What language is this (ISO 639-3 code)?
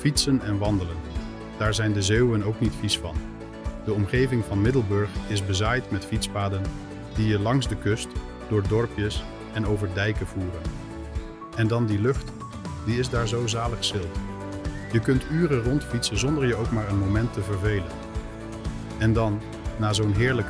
nld